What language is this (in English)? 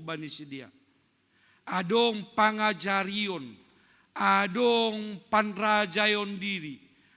Batak Simalungun